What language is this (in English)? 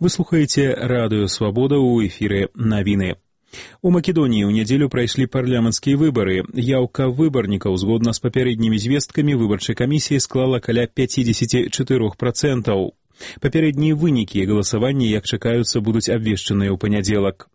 Belarusian